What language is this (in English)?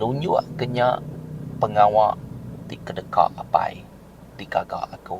Iban